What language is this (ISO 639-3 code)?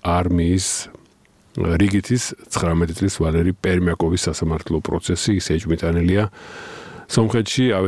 kat